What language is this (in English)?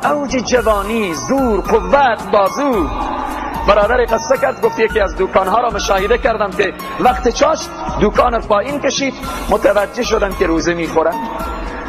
Persian